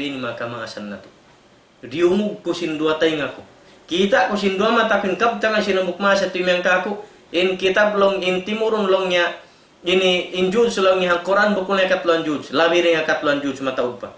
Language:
Tausug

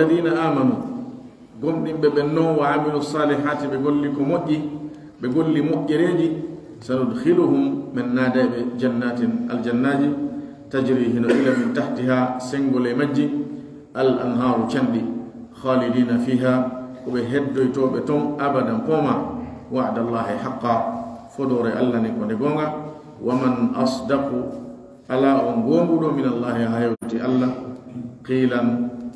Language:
Pular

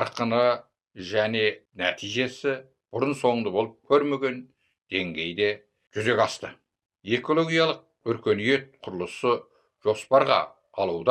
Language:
Kazakh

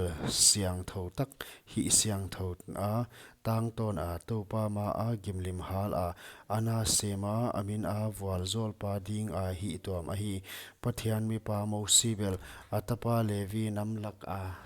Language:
Paite Chin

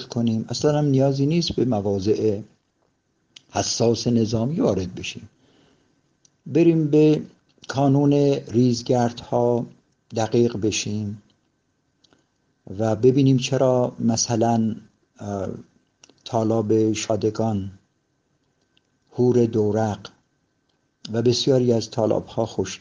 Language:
Persian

